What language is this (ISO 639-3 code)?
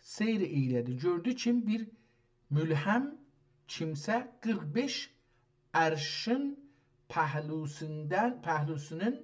azb